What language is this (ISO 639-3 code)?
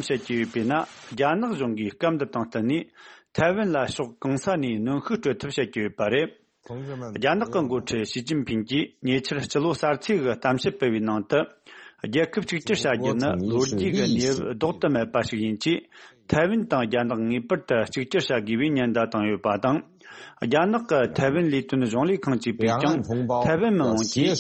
bod